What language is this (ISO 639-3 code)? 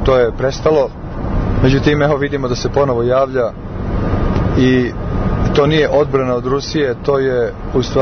srp